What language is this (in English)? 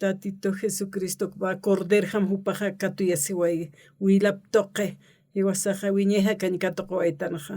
Aymara